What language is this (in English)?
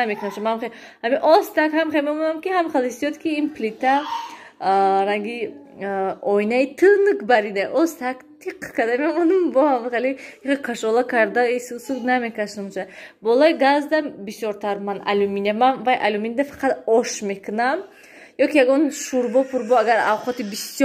Tajik